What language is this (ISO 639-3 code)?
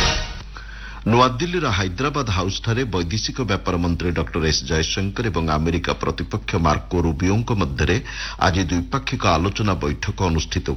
ori